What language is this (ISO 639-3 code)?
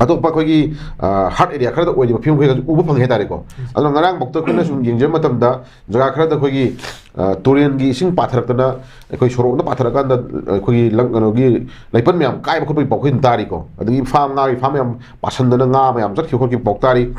mni